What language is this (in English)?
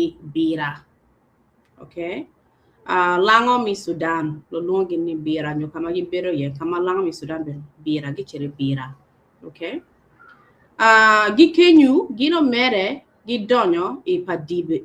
Acoli